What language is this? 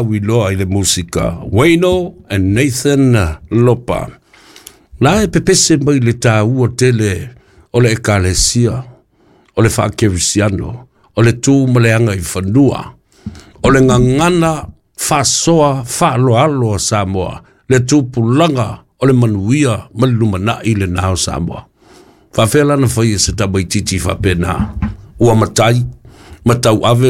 Samoan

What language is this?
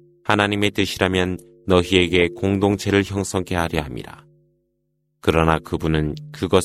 Korean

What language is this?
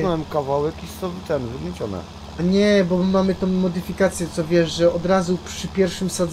Polish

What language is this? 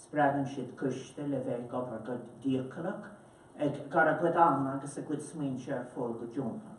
Irish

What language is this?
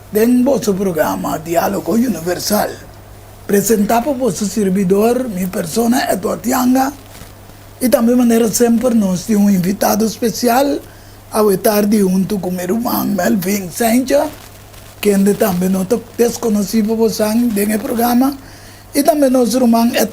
Papiamento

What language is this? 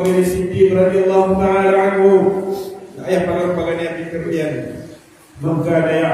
Maranao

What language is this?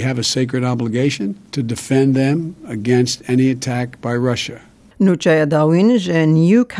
Kurdish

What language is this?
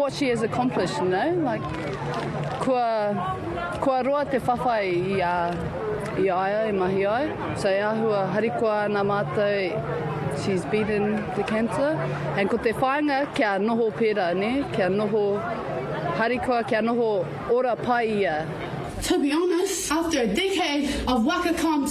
Māori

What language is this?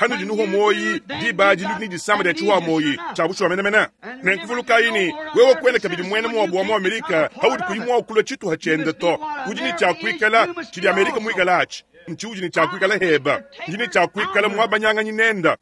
Luba-Lulua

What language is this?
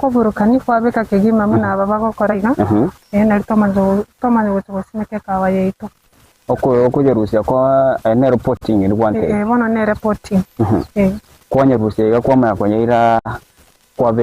Gusii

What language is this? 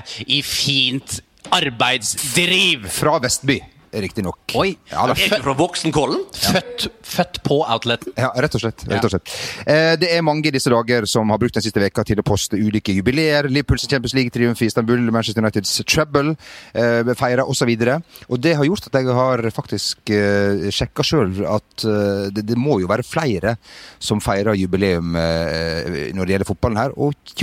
Norwegian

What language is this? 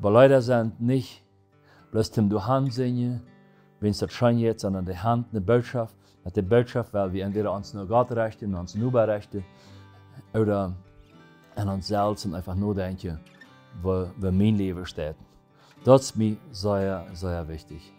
Plautdietsch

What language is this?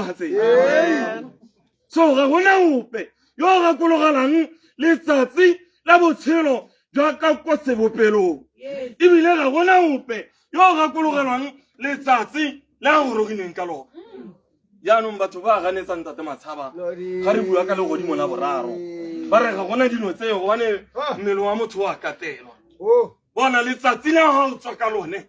Tswana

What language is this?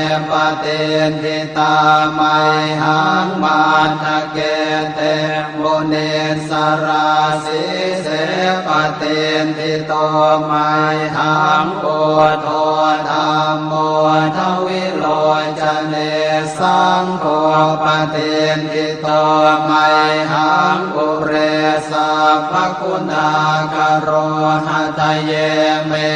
Pali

